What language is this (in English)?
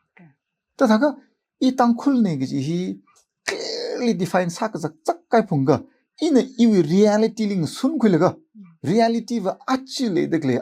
Tangkhul Naga (India)